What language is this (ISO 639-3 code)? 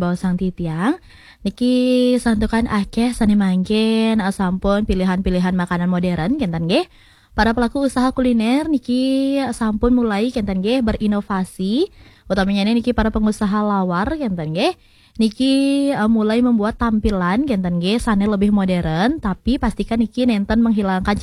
ban